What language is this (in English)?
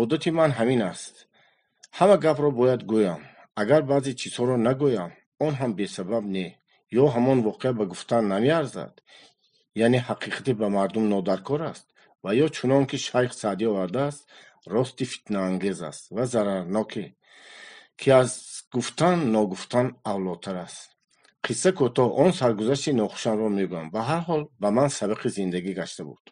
Tajik